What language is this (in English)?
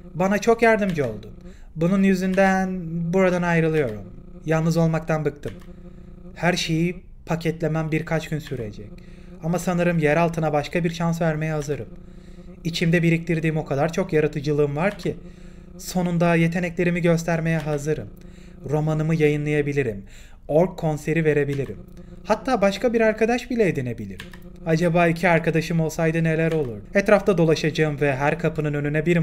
Turkish